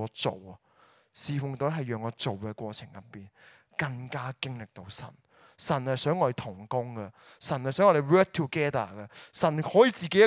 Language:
Cantonese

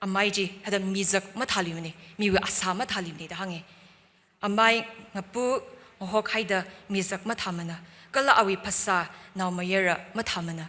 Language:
Tangkhul Naga (India)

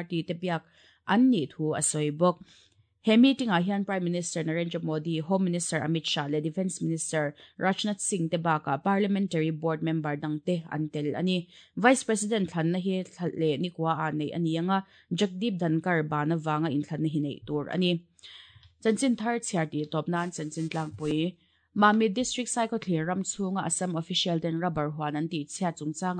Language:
Mizo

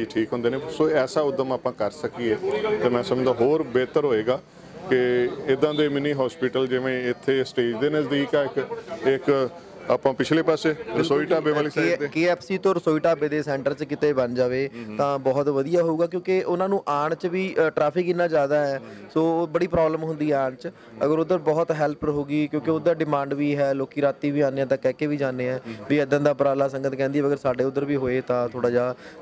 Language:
Punjabi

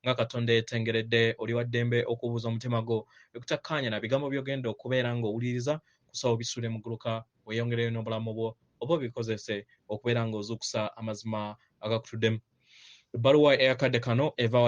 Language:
Ganda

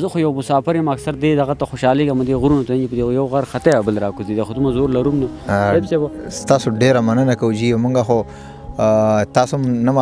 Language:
Pashto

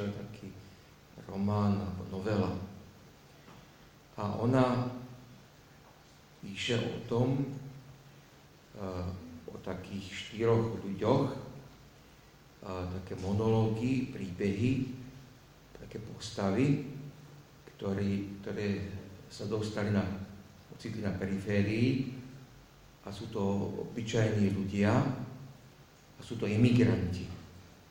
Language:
Slovak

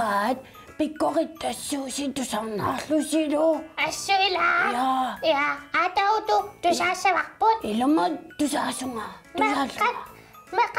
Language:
Kalaallisut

